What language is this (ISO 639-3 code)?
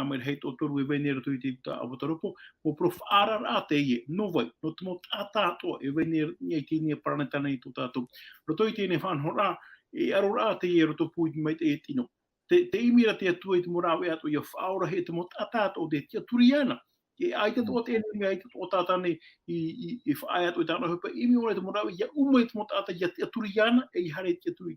tah